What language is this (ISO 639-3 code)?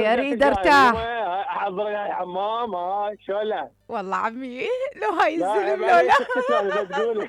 acm